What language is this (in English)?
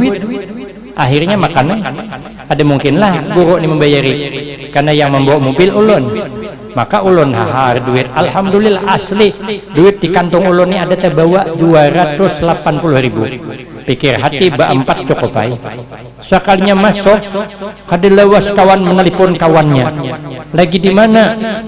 Banjar